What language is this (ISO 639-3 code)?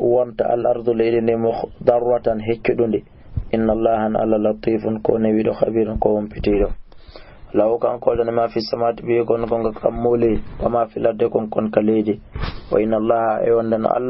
ful